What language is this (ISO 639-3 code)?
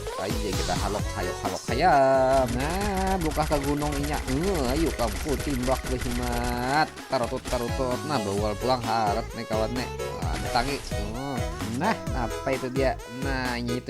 bjn